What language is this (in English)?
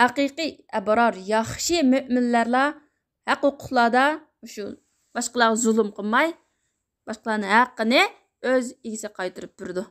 Uyghur